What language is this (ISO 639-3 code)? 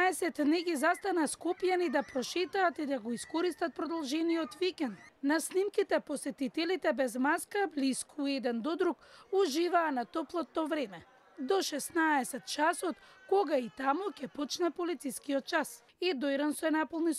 mkd